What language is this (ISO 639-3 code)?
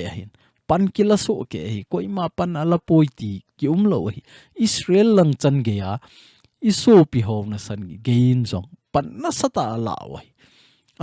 tcz